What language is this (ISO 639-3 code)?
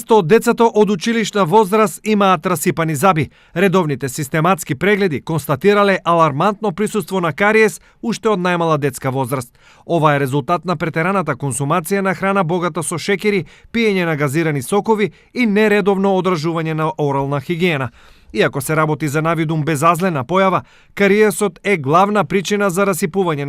mkd